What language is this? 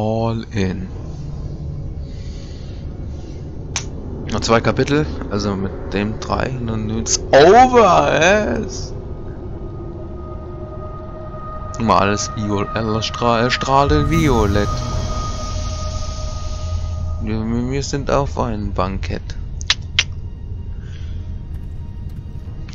German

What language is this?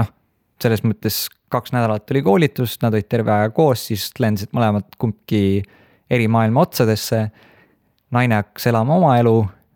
Estonian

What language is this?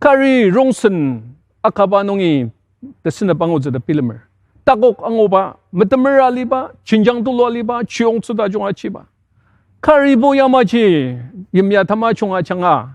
Ao Naga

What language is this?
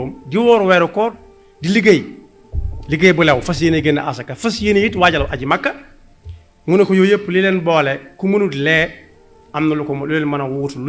Wolof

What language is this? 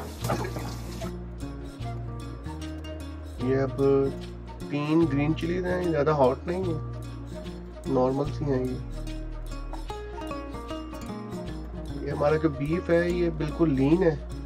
Hindi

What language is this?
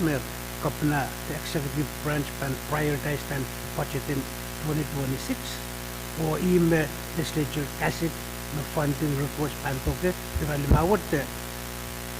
Pohnpeian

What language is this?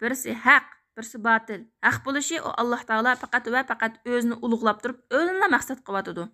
Uyghur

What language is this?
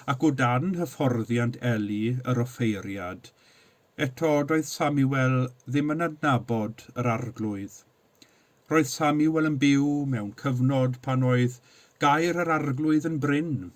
Welsh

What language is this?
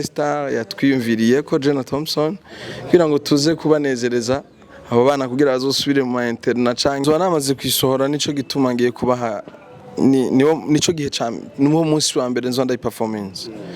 Rundi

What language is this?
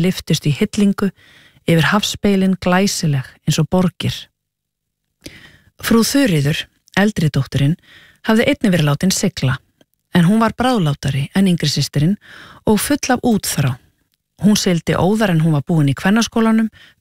Icelandic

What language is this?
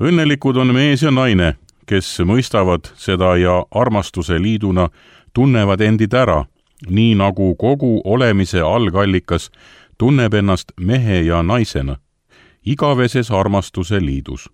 Estonian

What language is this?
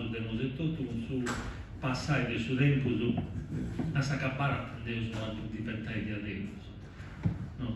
Sardinian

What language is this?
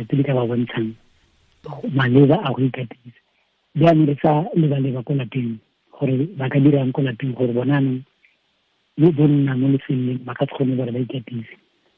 Tswana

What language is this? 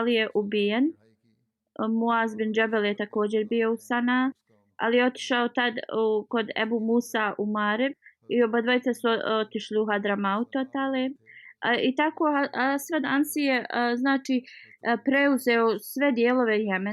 Bosnian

